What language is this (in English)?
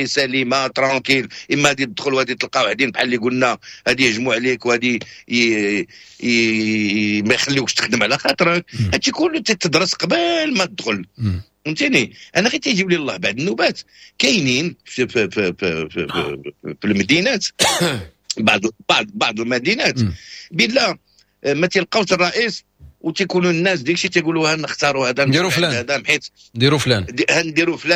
Moroccan Arabic